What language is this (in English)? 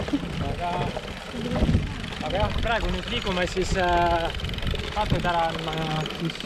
Estonian